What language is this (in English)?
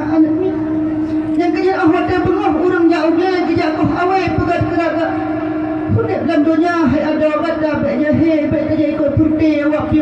Achinese